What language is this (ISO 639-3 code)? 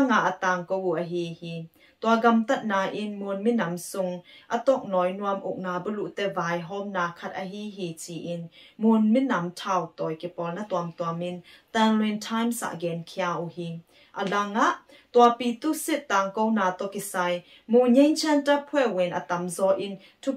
ctd